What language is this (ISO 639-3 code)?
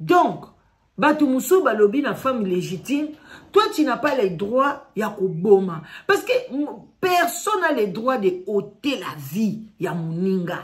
lin